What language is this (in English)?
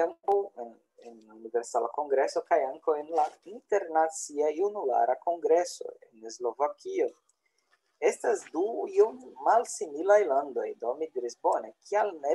Esperanto